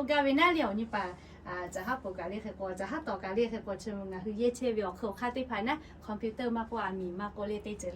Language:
Lahu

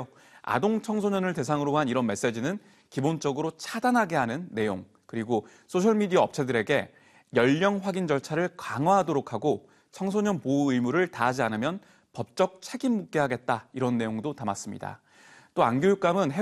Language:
Korean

